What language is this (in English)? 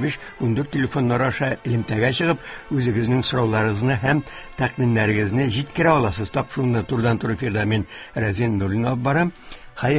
Tatar